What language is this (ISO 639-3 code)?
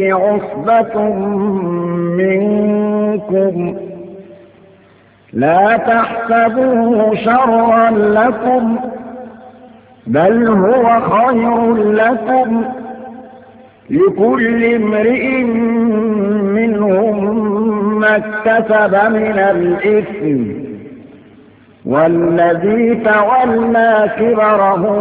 ara